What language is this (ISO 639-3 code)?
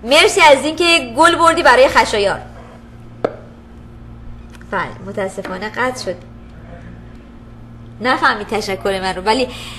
fas